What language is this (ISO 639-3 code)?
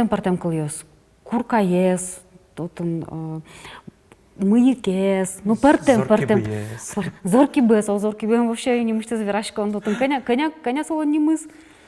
udm